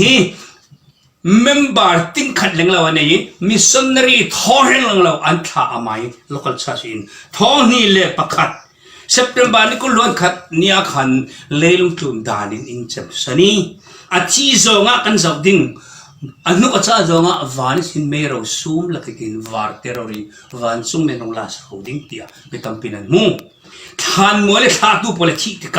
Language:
Falam Chin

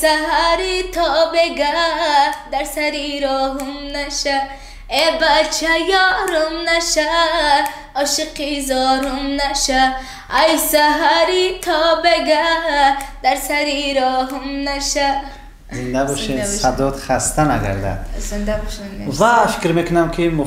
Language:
Tajik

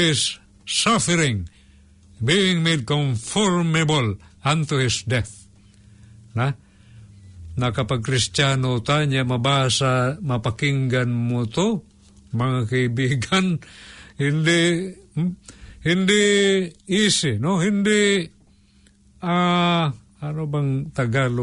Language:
Filipino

